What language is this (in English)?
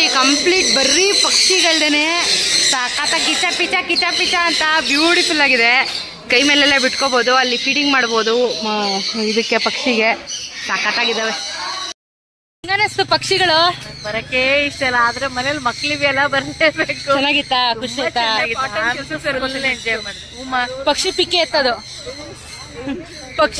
Kannada